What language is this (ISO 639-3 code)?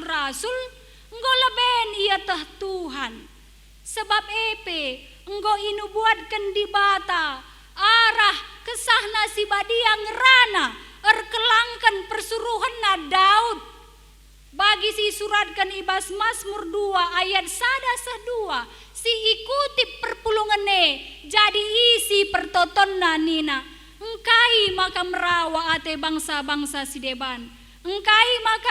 btx